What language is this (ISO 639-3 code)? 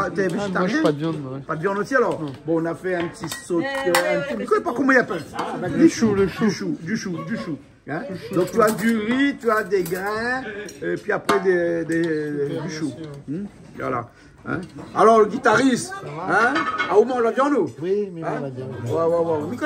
rcf